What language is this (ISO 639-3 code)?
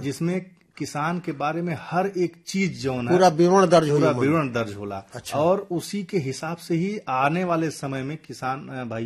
bho